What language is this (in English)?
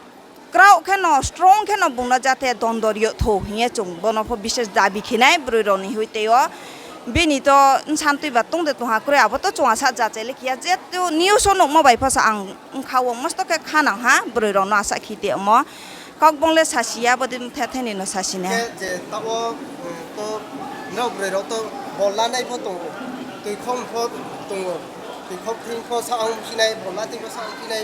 Riang (India)